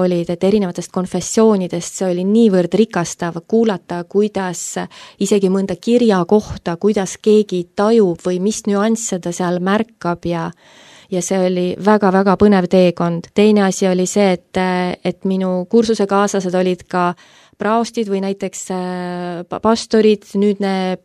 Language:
Estonian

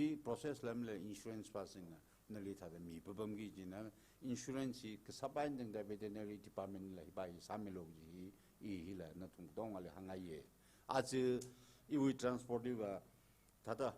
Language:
Tangkhul Naga (India)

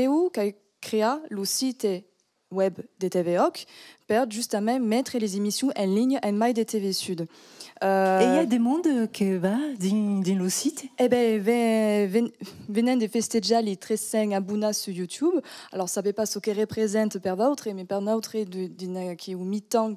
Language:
Occitan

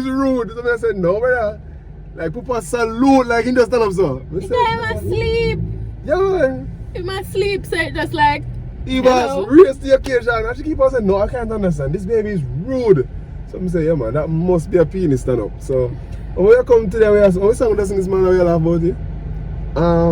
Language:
Jamaican Creole English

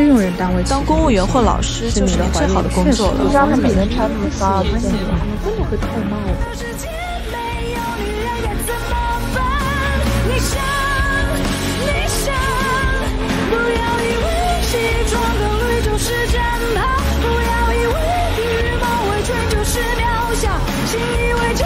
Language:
Chinese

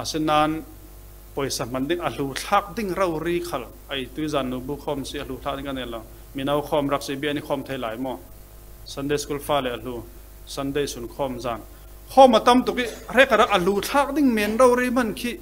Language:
Falam Chin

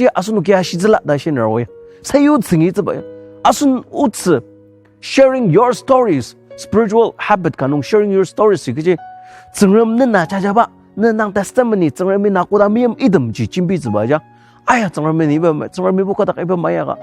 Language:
Ao Naga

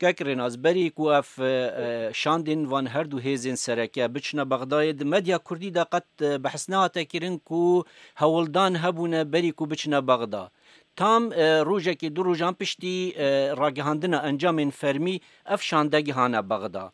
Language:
Kurdish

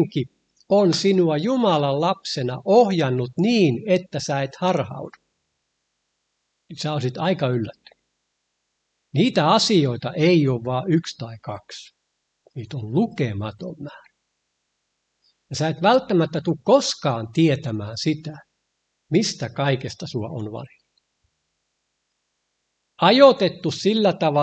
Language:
Finnish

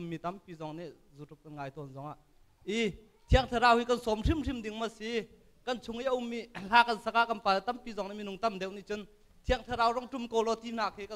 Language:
Hakha Chin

